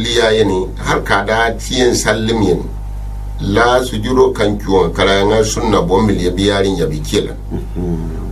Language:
Gourmanchéma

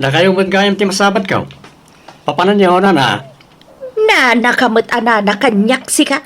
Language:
Iloko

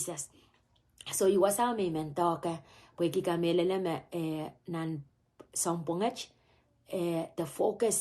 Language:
Pohnpeian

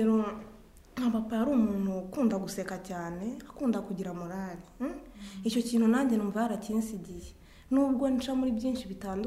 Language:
Kinyarwanda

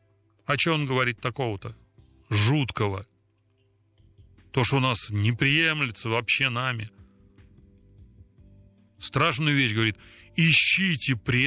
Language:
Russian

